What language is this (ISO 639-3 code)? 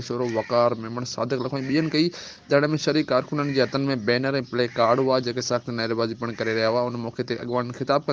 snd